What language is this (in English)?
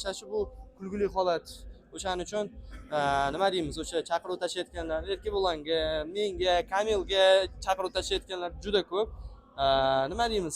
Uzbek